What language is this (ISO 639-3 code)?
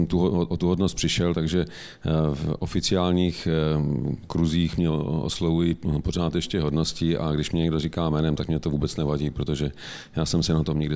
ces